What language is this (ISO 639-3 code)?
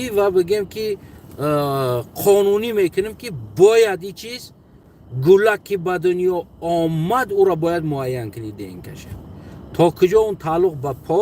tgk